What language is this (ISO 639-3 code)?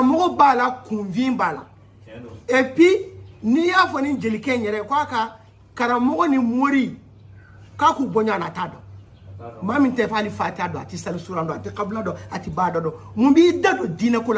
bam